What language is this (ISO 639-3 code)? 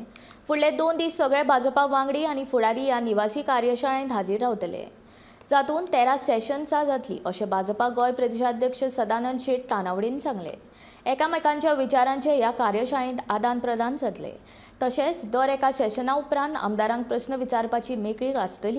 kok